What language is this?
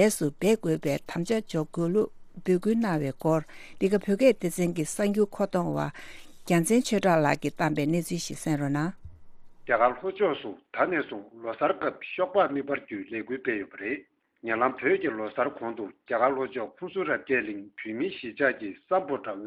Tibetan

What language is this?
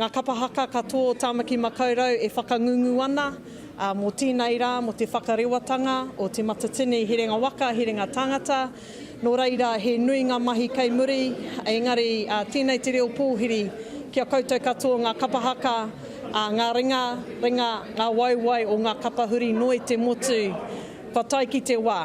Māori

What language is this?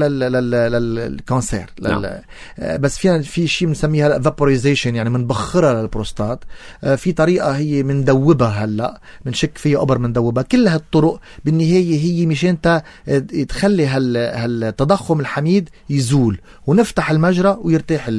North Levantine Arabic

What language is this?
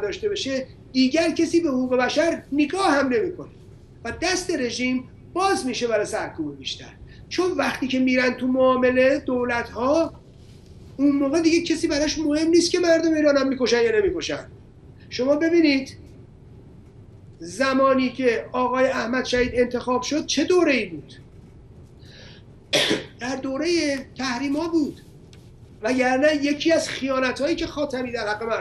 Persian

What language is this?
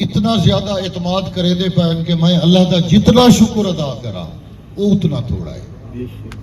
Saraiki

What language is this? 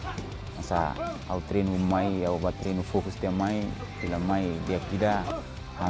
Tetum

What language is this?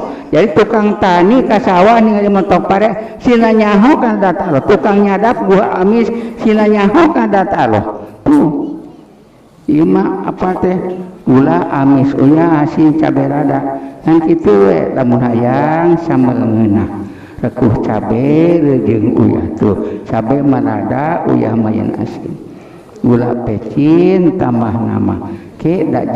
Sundanese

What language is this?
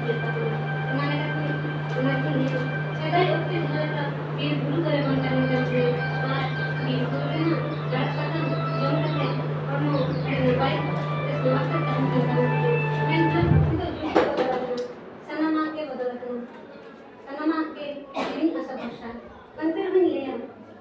Santali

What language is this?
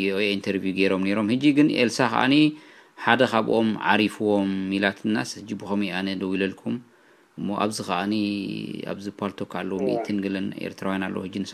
Tigrinya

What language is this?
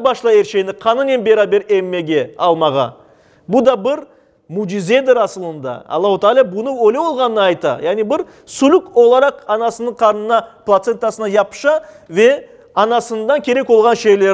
Crimean Tatar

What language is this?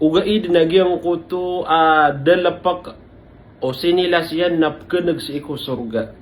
Maranao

